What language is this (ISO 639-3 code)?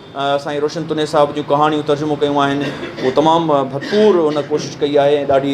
snd